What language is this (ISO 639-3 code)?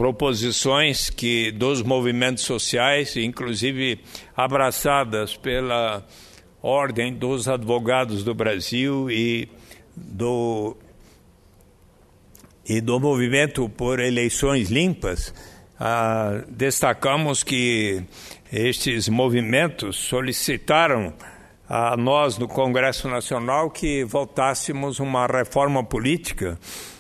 por